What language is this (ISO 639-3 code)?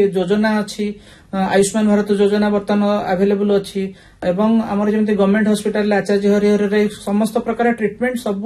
ori